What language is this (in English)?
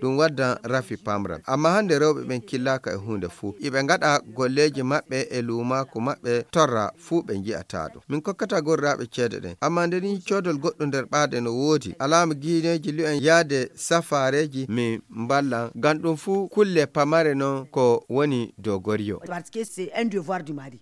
Fula